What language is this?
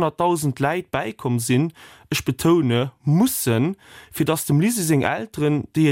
Luxembourgish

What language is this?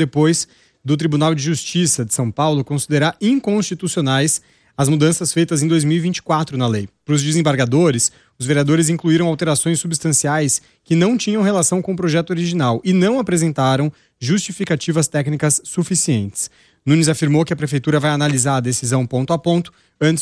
Portuguese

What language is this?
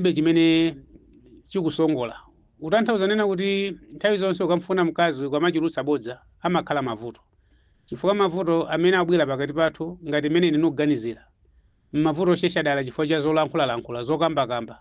Nyanja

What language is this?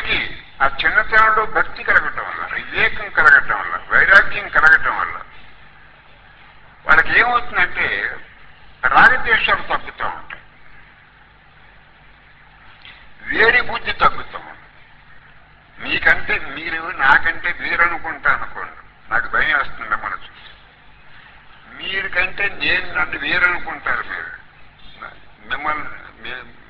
Telugu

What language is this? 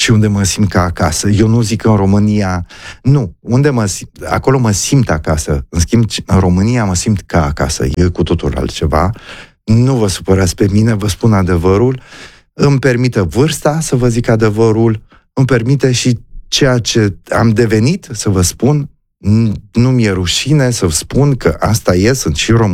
Romanian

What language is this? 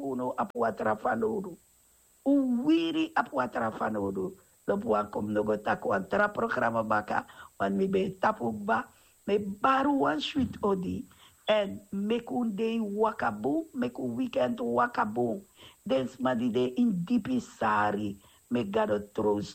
Sranan Tongo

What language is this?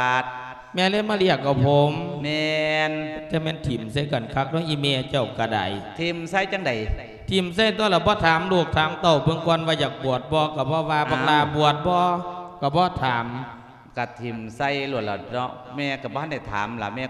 Lao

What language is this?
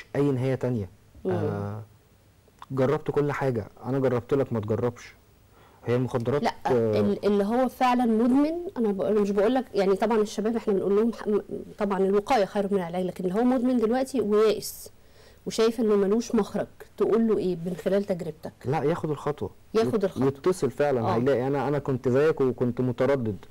Egyptian Arabic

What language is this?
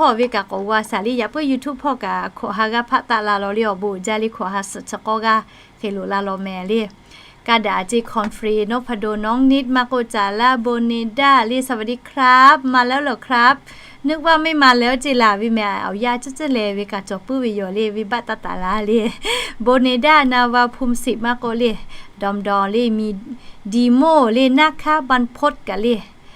Lahu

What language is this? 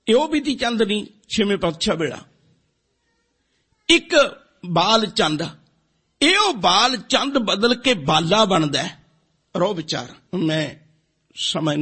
Punjabi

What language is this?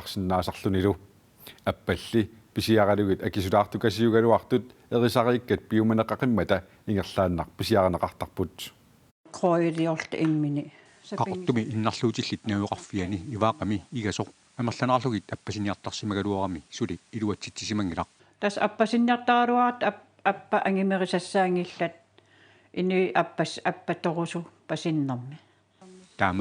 Kalaallisut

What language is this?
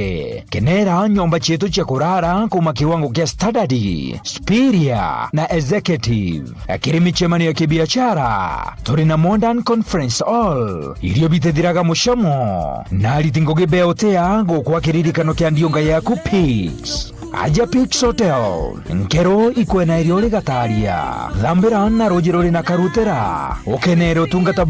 Meru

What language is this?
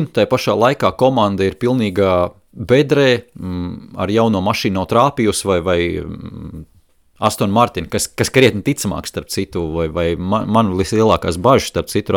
Latvian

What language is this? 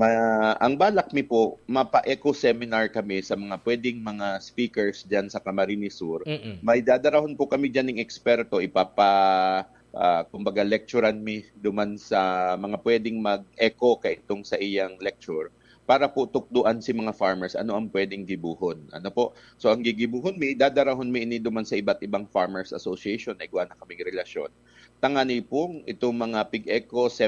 Bikol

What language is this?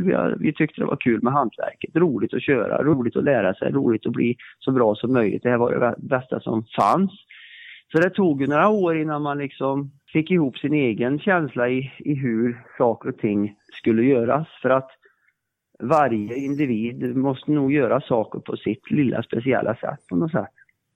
Swedish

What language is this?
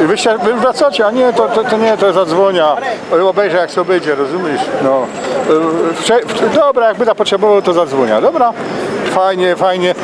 Silesian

